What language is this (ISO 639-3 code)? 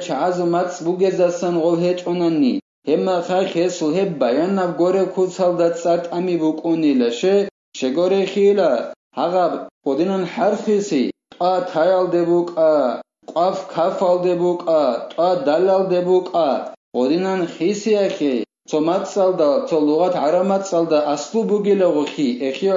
ava